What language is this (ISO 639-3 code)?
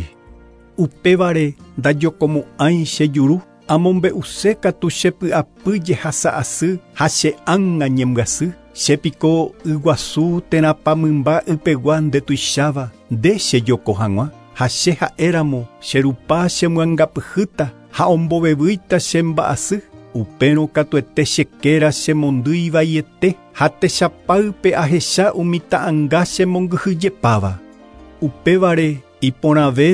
grn